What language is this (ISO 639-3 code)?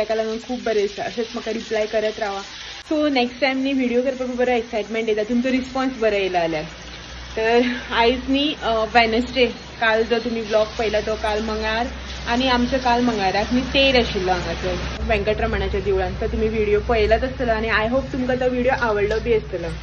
kok